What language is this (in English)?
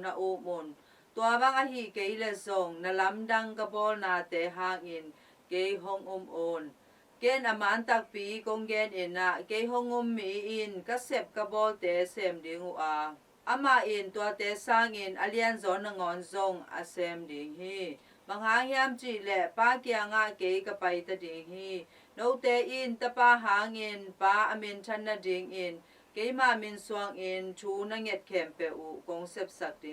Tedim Chin